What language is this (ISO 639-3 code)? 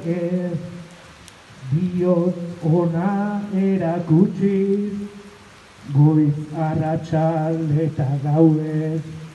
eus